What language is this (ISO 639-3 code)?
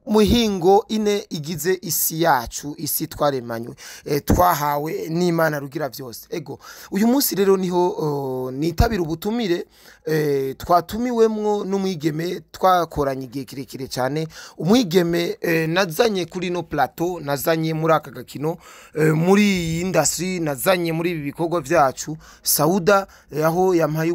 run